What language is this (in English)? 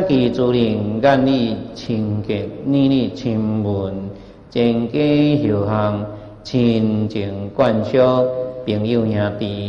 Chinese